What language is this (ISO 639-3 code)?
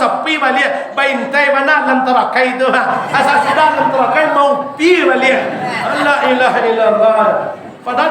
min